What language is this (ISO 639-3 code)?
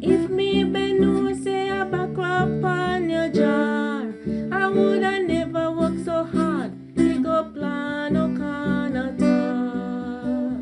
jam